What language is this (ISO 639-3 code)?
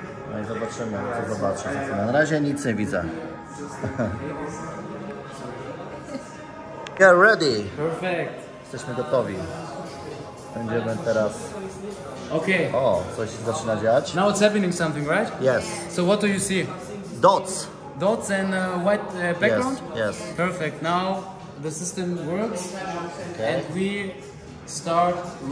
pol